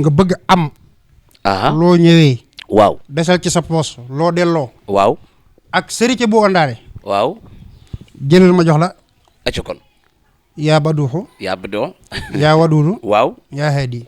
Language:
Wolof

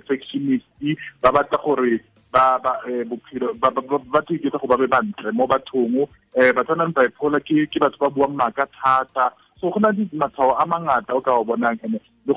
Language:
Tswana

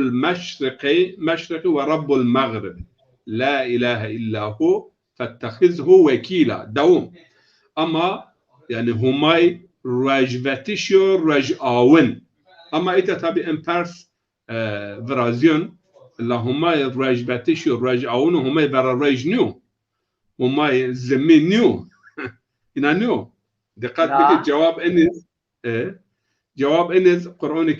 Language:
Zaza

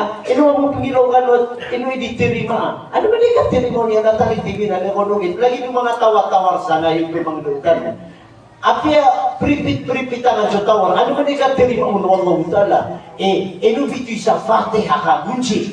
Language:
Maranao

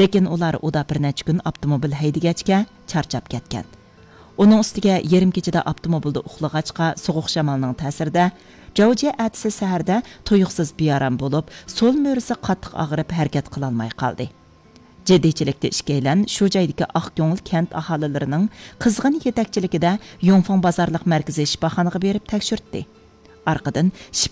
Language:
Uyghur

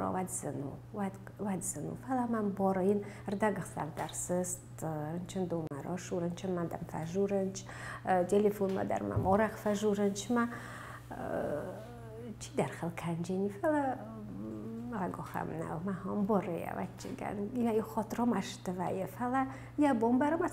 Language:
Ossetic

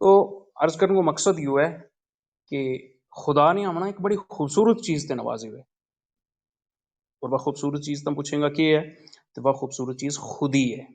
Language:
Gujari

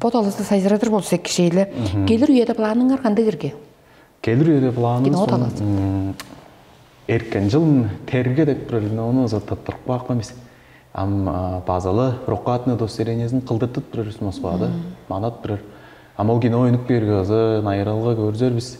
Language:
Tuvinian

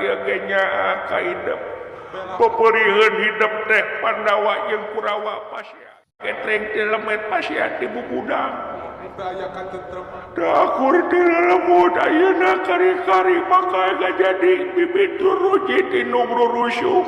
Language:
Sundanese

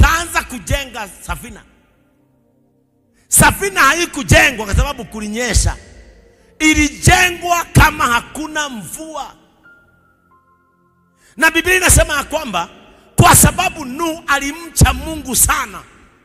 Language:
Swahili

